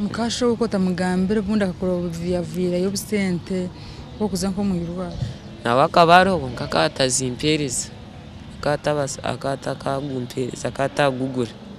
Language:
Nyankole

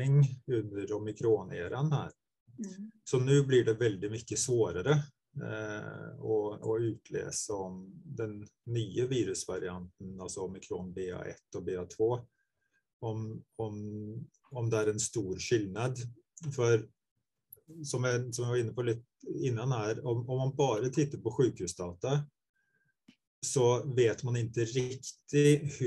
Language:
Swedish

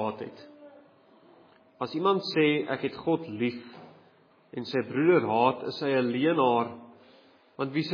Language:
Afrikaans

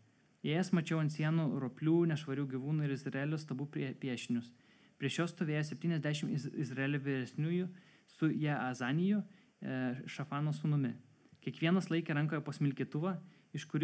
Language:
Lithuanian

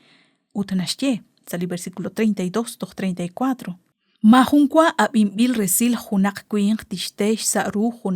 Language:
Kekchí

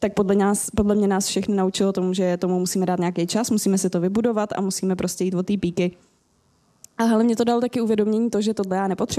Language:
Czech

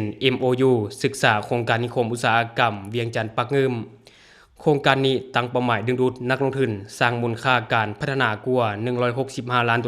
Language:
Lao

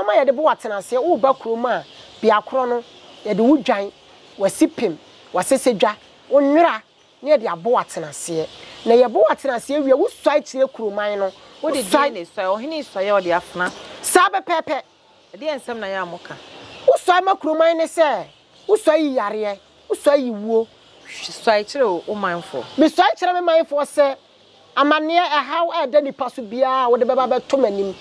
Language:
Akan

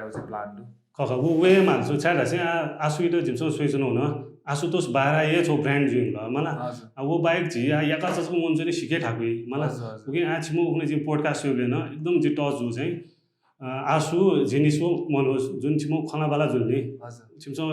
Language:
Newari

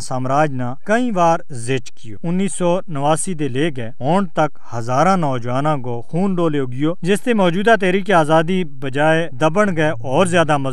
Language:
Gujari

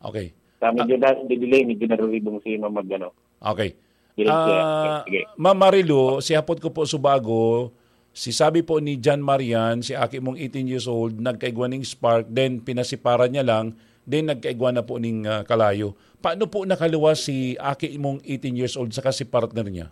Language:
Bikol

